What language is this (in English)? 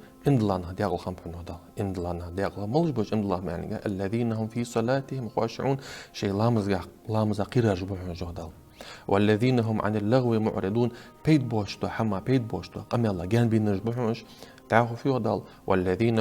Ingush